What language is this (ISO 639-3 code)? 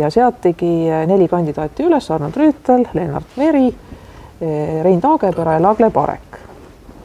est